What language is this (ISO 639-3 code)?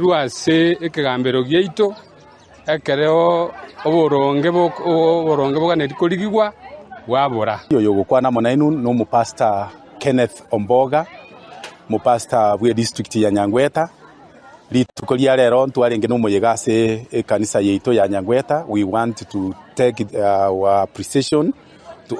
guz